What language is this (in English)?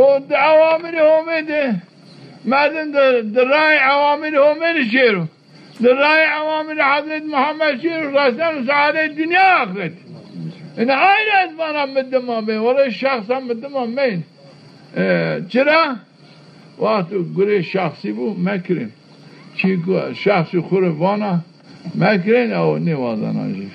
Zaza